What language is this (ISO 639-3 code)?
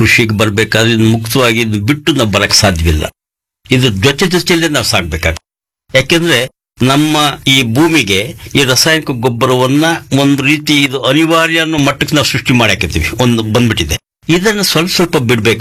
kan